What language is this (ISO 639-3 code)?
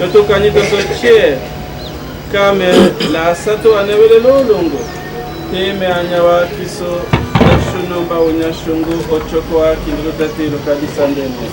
tll